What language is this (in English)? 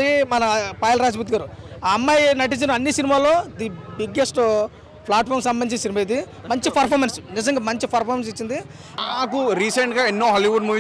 Telugu